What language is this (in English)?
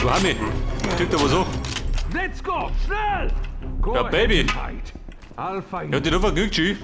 Bavarian